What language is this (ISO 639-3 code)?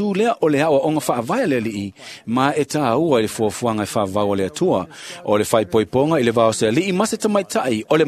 smo